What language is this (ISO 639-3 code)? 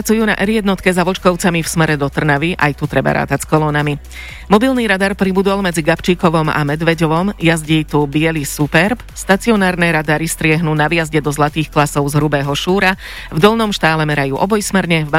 slk